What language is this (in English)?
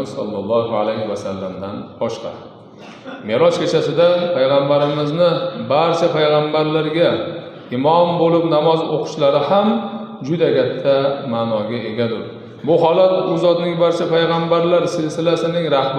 Uzbek